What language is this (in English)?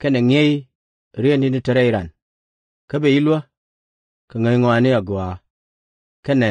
Nuer